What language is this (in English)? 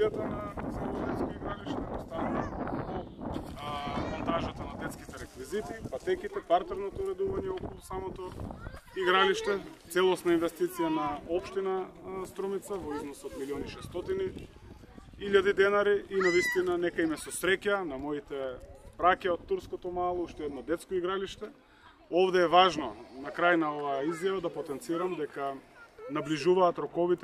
Macedonian